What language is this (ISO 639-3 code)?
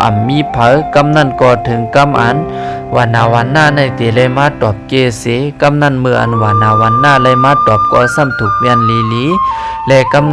shn